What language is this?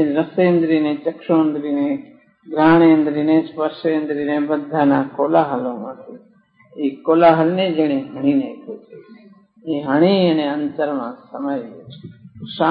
Gujarati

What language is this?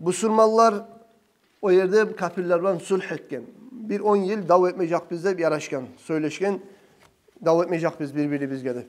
Kumyk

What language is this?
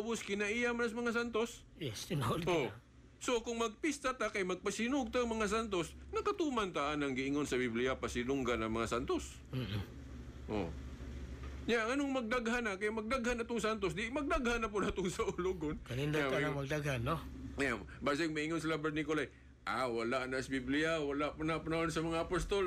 Cebuano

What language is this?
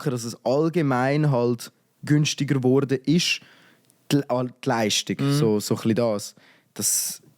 Swiss German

